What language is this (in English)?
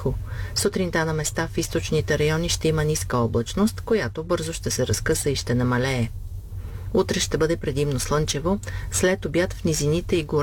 Bulgarian